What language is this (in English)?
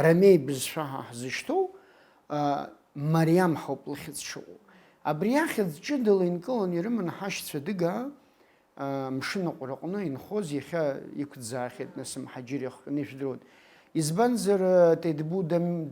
Abkhazian